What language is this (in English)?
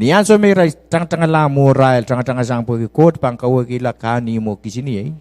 Pohnpeian